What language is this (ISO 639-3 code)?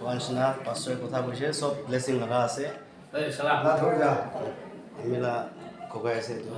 nag